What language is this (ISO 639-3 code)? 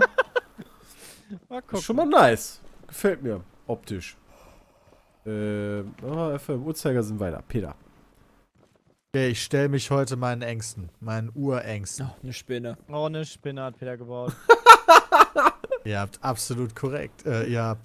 deu